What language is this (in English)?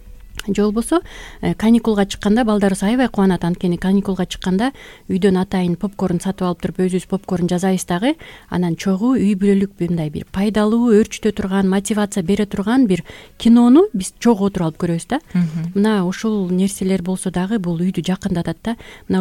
Kyrgyz